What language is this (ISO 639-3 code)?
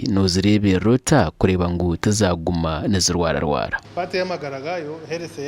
nyn